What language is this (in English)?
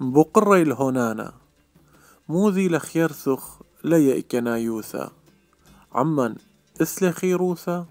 Assyrian Neo-Aramaic